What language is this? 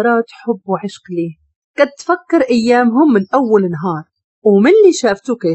Moroccan Arabic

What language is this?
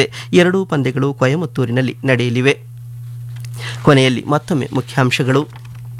Kannada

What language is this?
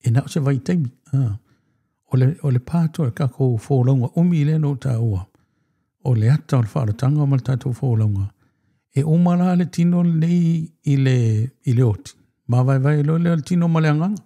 Samoan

